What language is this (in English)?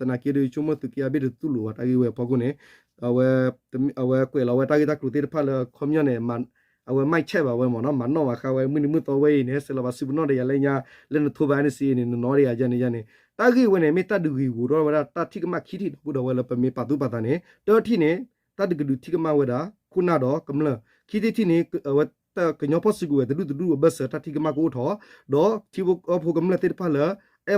S'gaw Karen